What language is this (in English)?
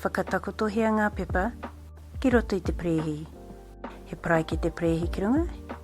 Māori